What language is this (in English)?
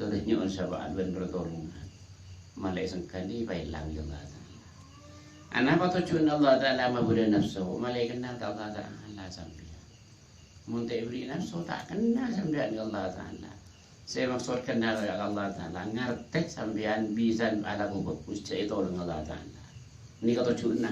Madurese